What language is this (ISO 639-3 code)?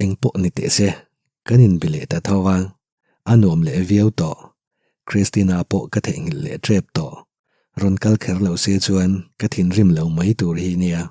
lus